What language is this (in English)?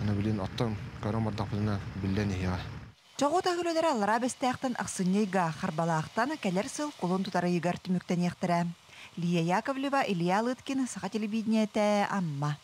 Yakut